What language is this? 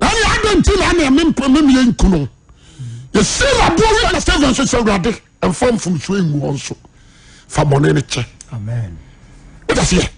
Akan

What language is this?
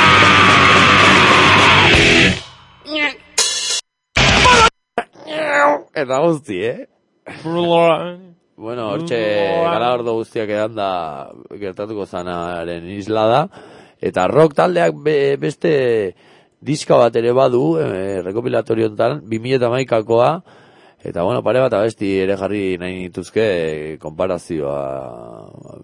Basque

